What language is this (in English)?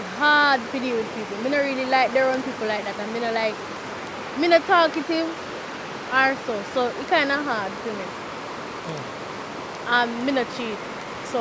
Jamaican Creole English